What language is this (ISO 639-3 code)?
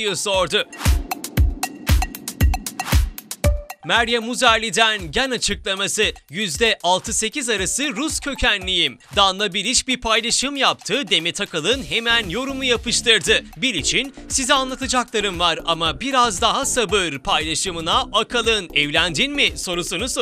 tur